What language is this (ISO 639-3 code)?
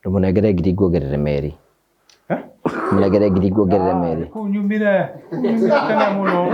kik